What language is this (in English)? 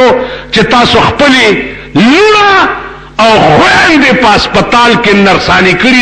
Pashto